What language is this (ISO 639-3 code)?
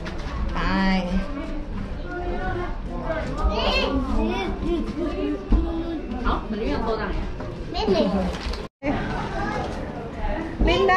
tha